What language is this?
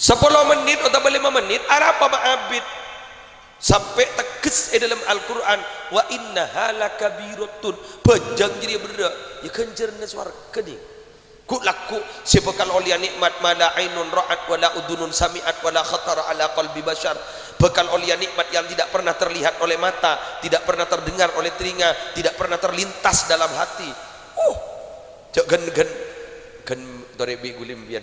Madurese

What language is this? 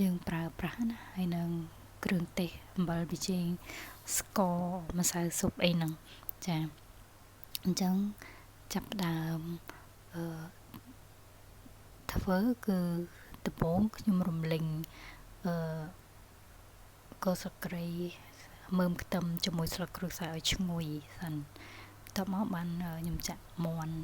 Khmer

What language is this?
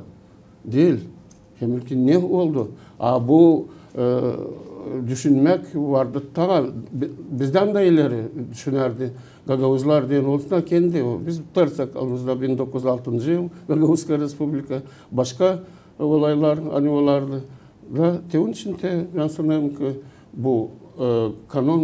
Gagauz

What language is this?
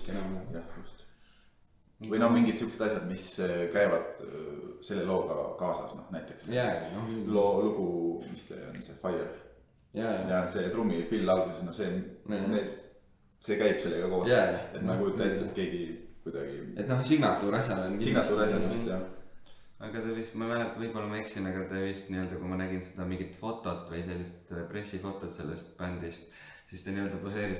Estonian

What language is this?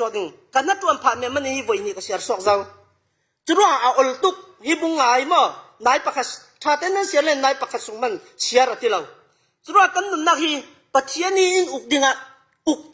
Falam Chin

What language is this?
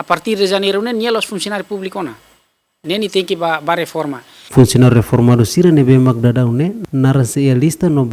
Tetum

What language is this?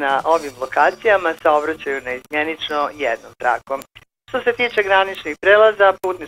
Bosnian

